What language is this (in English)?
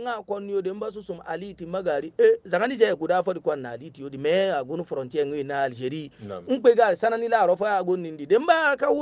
Hausa